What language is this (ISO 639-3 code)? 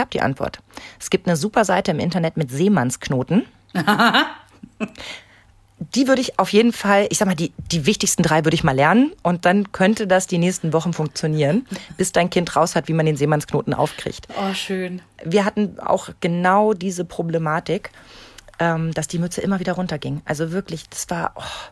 deu